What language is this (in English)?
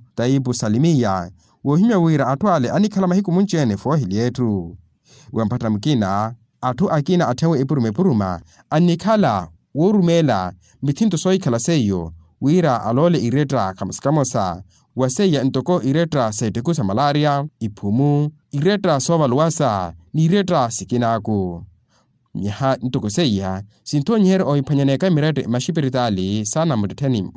Makhuwa